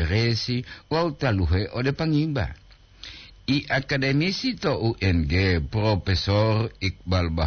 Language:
Gorontalo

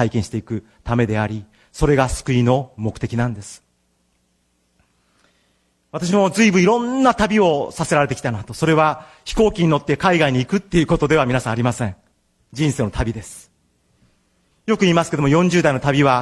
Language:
Japanese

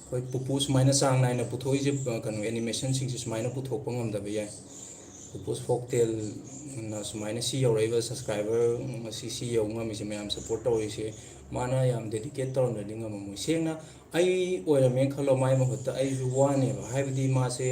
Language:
Manipuri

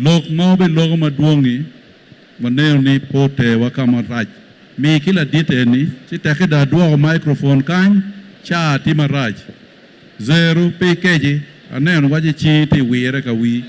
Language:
Acoli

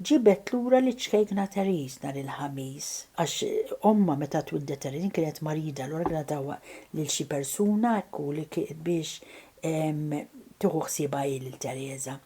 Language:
Maltese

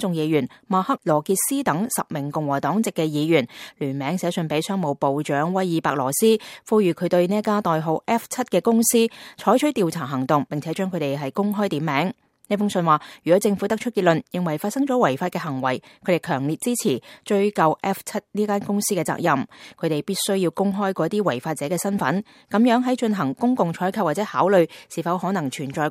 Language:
Cantonese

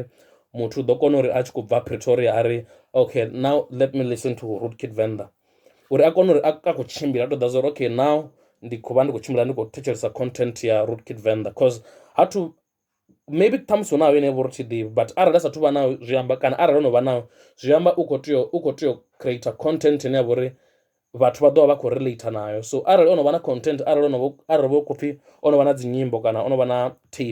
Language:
Venda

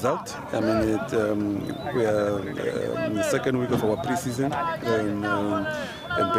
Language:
Tswana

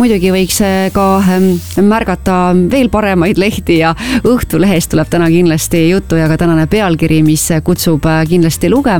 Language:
Estonian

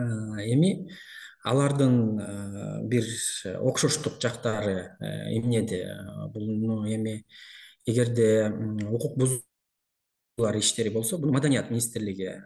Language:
Kyrgyz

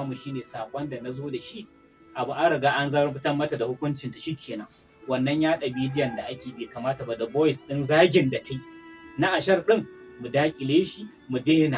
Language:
Hausa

